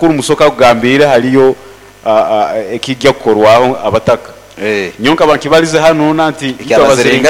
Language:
Nyoro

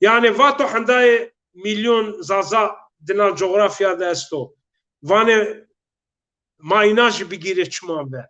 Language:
Zaza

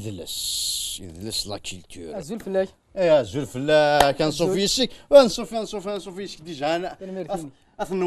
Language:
Kabyle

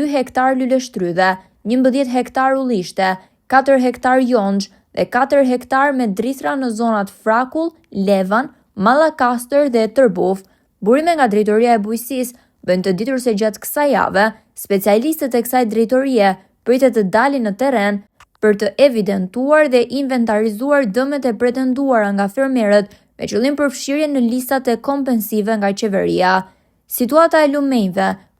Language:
Albanian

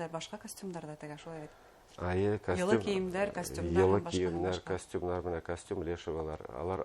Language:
Bashkir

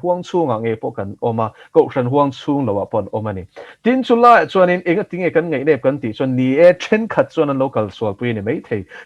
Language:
Mizo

